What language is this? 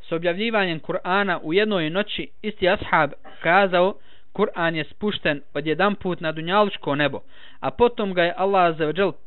Bosnian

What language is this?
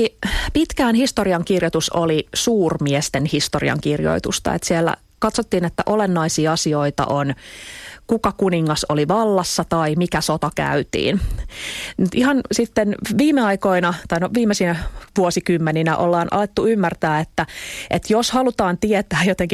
Finnish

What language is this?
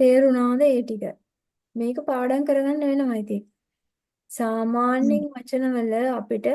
Sinhala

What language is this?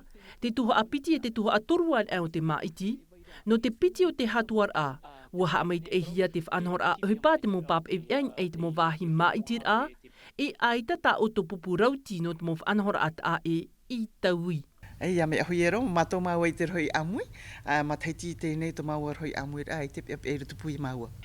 Tahitian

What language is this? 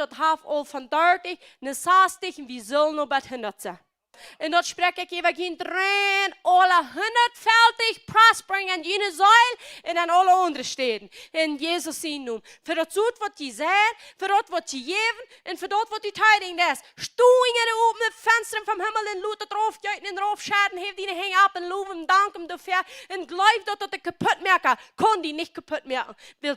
Plautdietsch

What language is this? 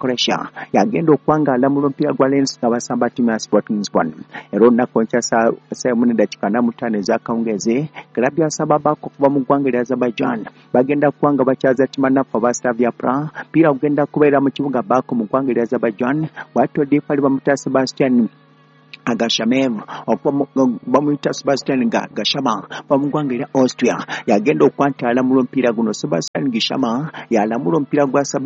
Ganda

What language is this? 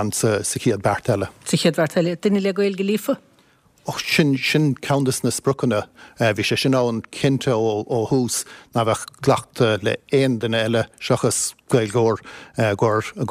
Irish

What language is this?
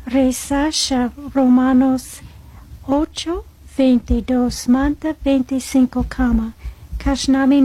Chimborazo Highland Quichua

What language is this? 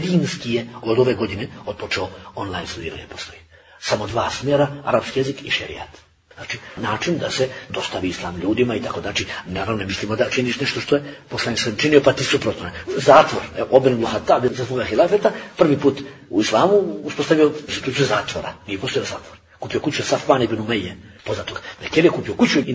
Bosnian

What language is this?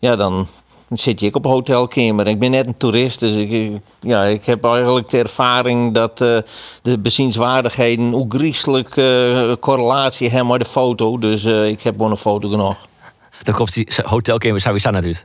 Western Frisian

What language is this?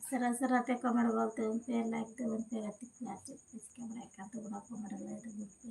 Santali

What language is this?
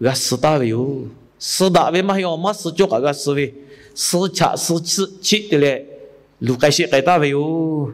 Lahu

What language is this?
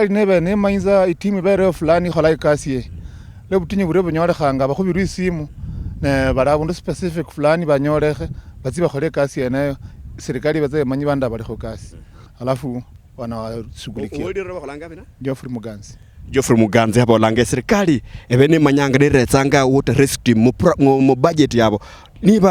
Luyia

